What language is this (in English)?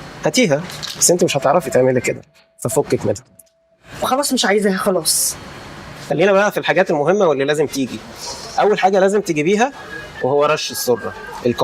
Egyptian Arabic